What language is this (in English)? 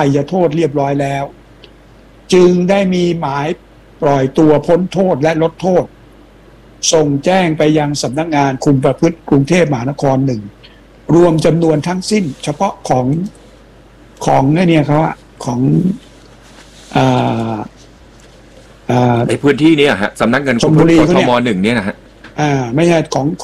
Thai